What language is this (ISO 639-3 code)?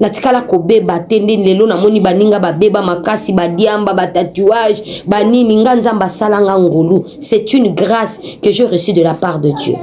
lin